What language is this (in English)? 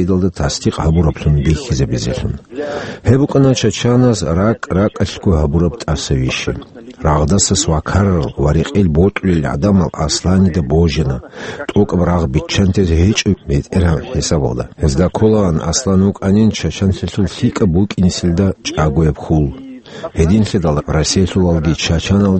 Avaric